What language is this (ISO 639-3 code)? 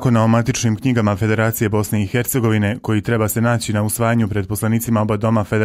bos